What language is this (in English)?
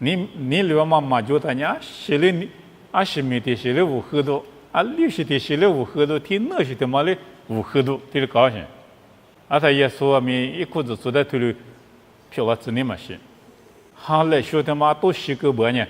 Lisu